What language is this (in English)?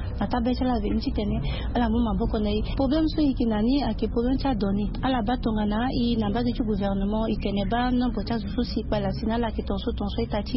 Sango